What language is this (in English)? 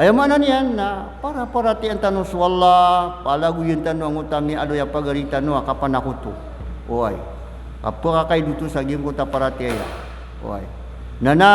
Maranao